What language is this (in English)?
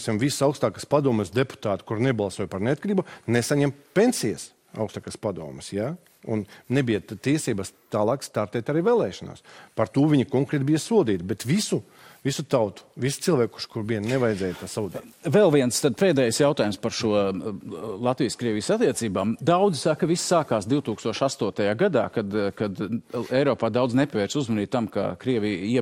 Latvian